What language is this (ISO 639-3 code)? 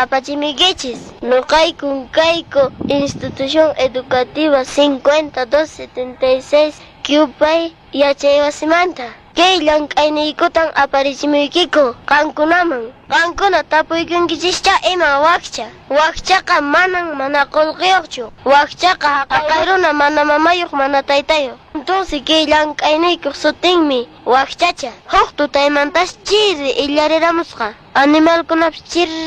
que